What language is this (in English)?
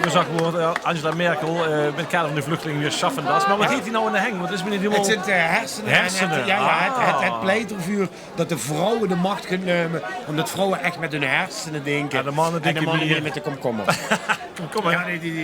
Limburgish